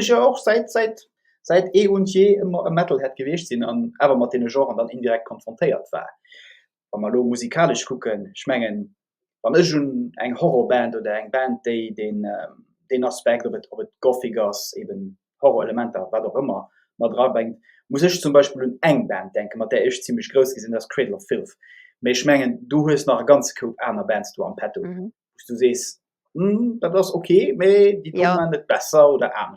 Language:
Luxembourgish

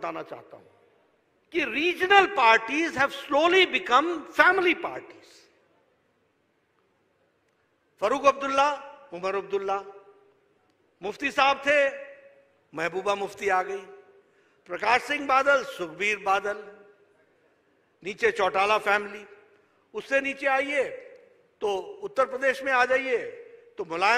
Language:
Hindi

